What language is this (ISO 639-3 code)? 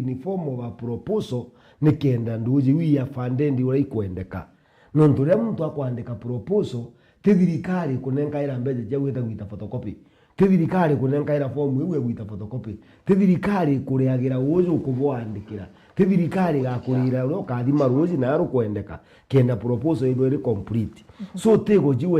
mer